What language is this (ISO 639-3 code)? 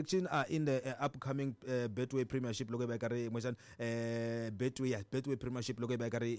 tso